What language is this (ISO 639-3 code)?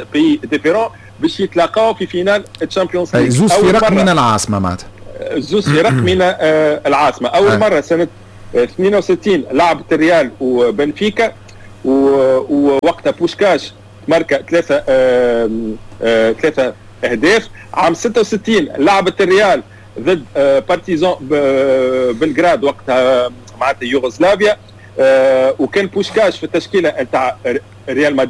aeb